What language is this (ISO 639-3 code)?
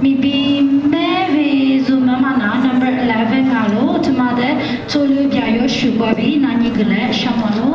lis